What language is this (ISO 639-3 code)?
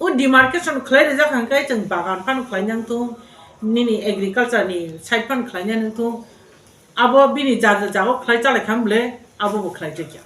trp